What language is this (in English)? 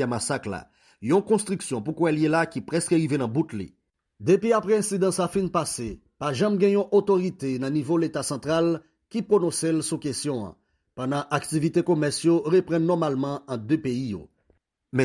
Haitian Creole